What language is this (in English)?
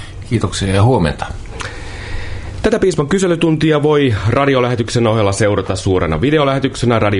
Finnish